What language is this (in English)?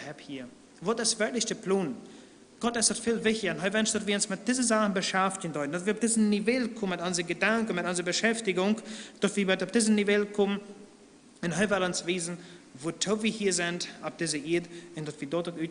Plautdietsch